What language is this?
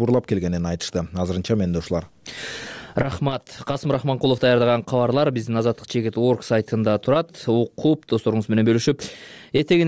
Kyrgyz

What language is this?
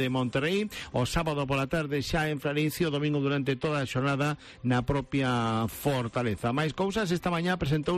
Galician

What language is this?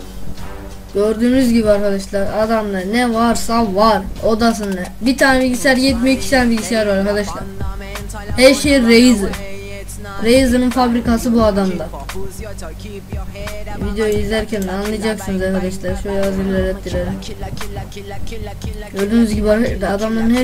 Turkish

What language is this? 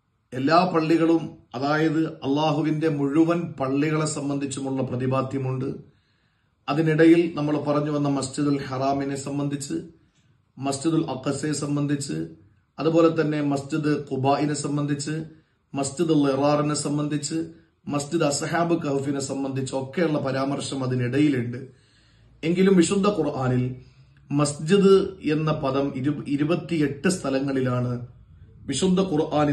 Malayalam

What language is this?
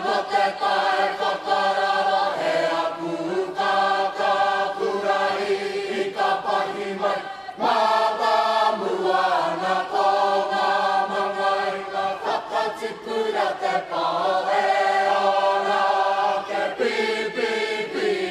Māori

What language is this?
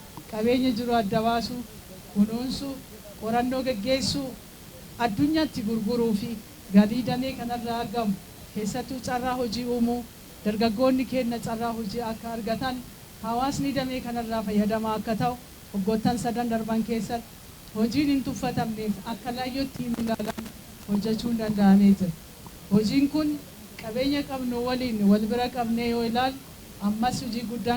Oromo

